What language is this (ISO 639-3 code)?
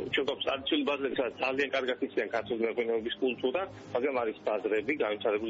kat